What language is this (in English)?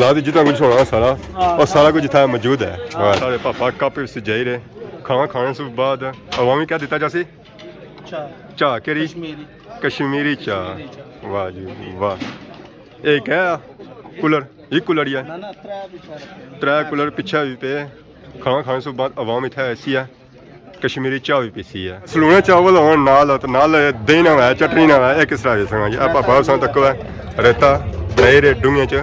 Pahari-Potwari